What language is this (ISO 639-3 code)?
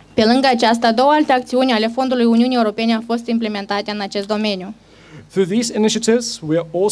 ron